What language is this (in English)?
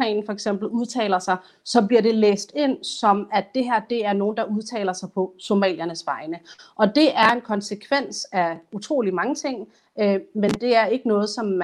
Danish